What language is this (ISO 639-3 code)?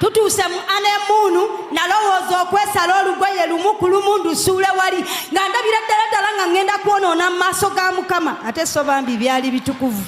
lug